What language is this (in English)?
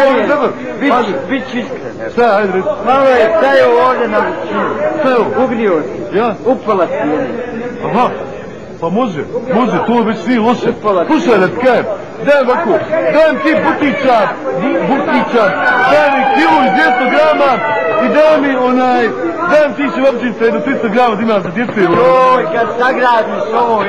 Bosnian